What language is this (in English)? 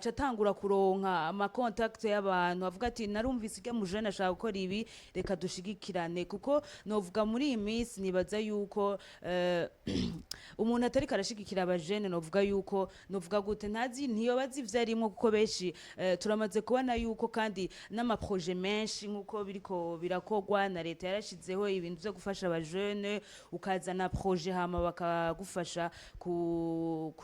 Rundi